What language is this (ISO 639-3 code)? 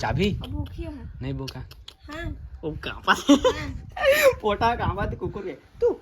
hne